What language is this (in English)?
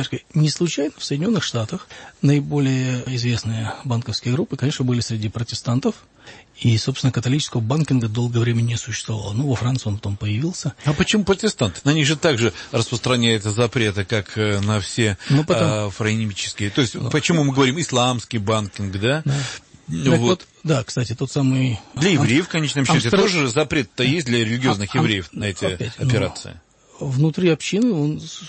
Russian